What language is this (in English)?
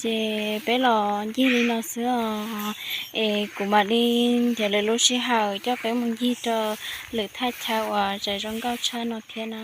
Hmong